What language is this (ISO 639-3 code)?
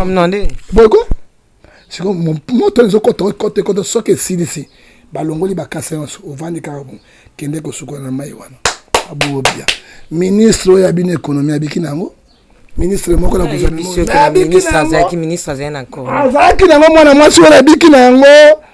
lin